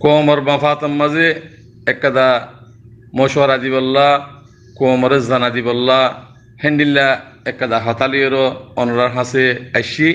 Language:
Rohingya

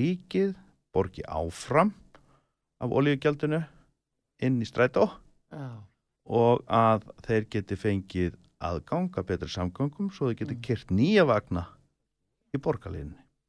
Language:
Icelandic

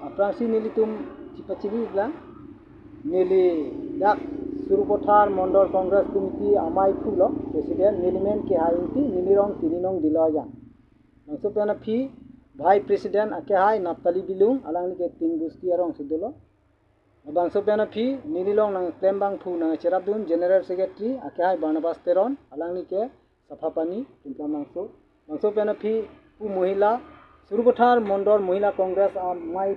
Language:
Karbi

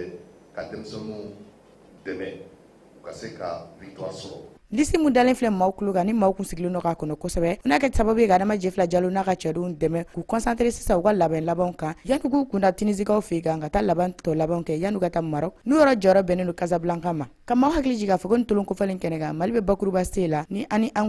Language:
Bambara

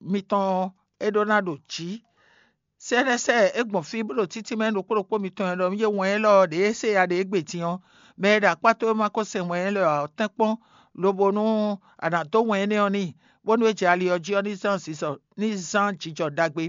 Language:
Fon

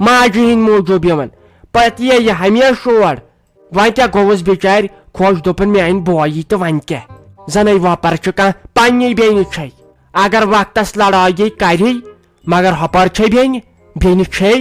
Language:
Kashmiri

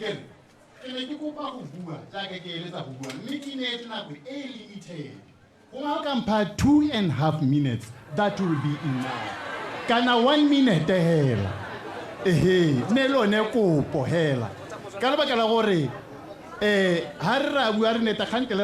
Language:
Tswana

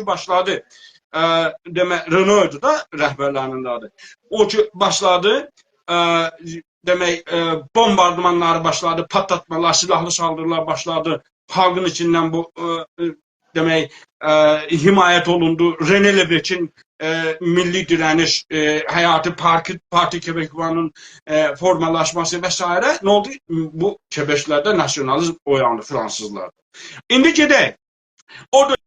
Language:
South Azerbaijani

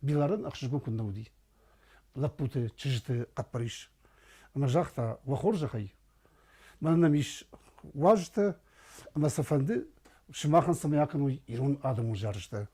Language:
Ossetic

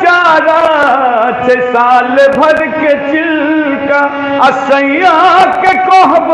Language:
Maithili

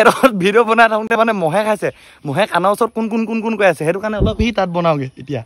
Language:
Assamese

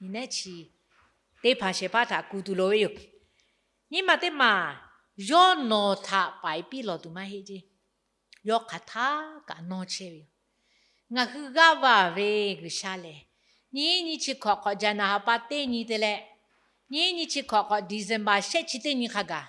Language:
Lahu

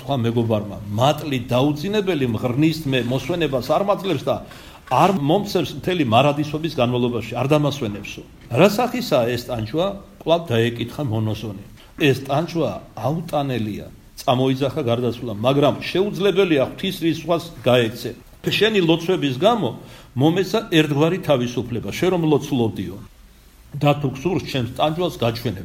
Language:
Georgian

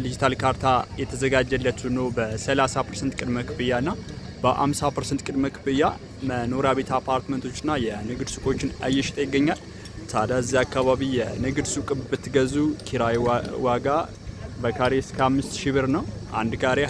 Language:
Amharic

